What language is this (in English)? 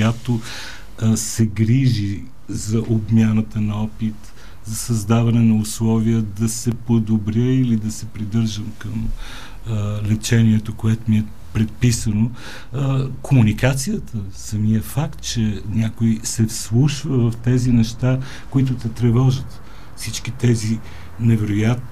Bulgarian